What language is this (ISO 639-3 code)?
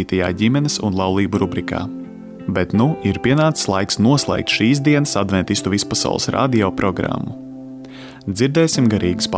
lav